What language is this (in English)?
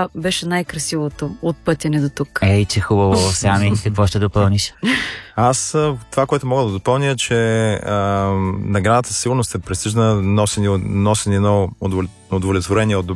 Bulgarian